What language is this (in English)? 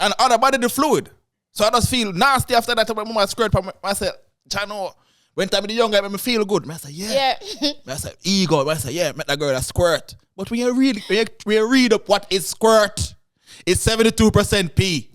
Jamaican Creole English